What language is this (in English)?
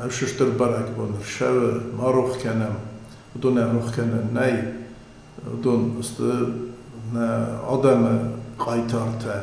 Ossetic